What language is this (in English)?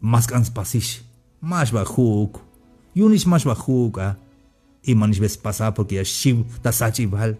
Tzeltal